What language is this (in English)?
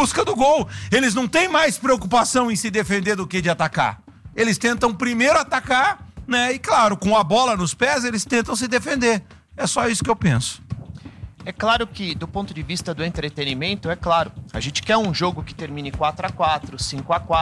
Portuguese